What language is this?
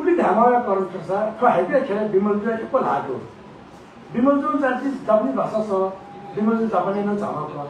Newari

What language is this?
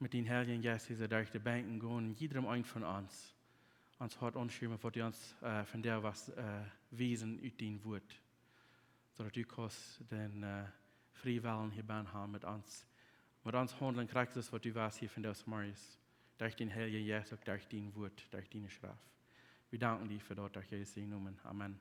Plautdietsch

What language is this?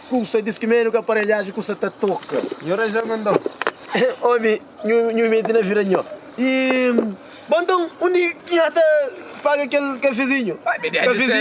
Kabuverdianu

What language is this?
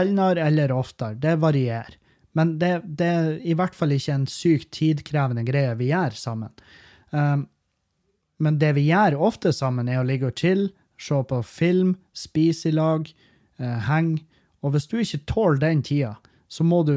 Norwegian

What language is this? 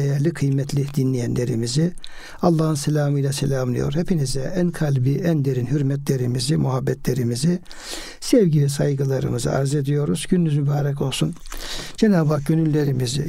Turkish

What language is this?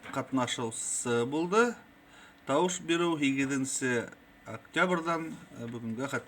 Bashkir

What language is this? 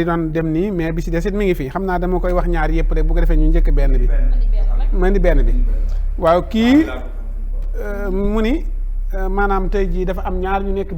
Wolof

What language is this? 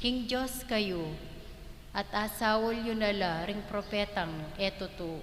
Pampanga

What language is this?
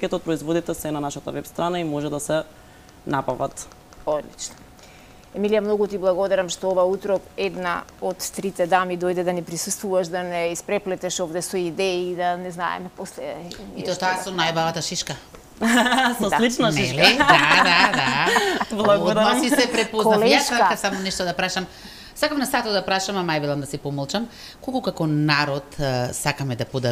Macedonian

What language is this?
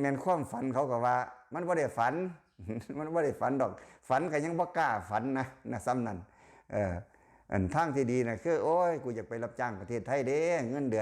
Lao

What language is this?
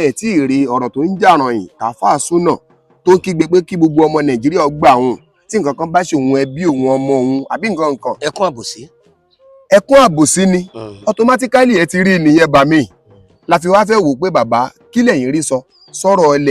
Yoruba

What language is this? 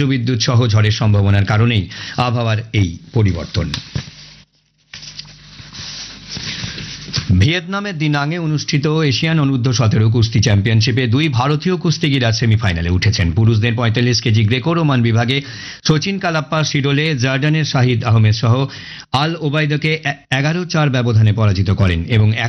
Bangla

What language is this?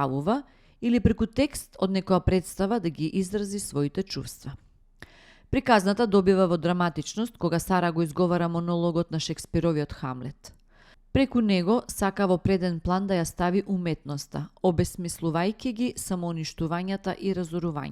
Macedonian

